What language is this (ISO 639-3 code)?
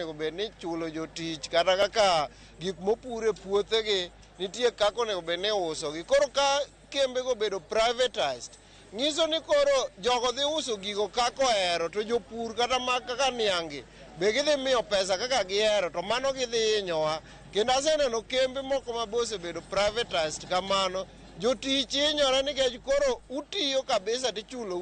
luo